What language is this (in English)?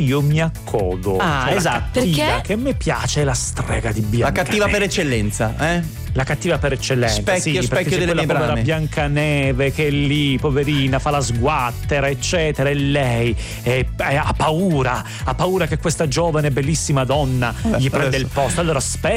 Italian